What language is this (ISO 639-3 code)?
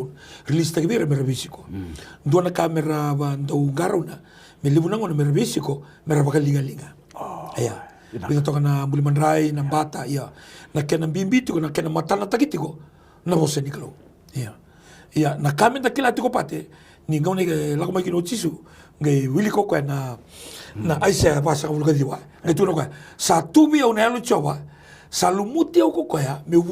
fij